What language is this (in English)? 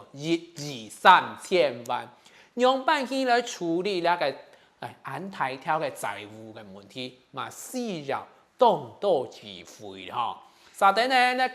Hakka Chinese